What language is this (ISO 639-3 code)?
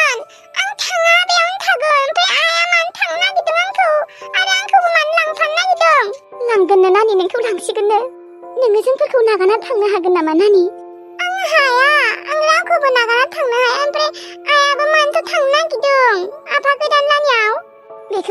brx